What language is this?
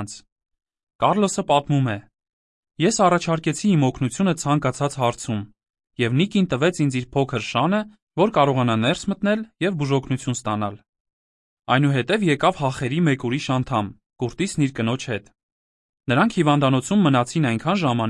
Armenian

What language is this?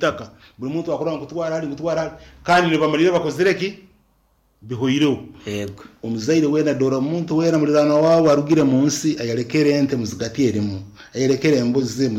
Nyankole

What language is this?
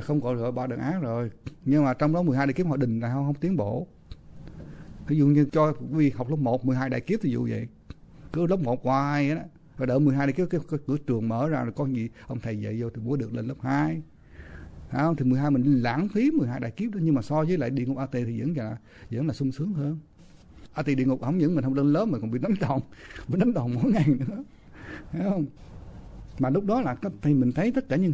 Vietnamese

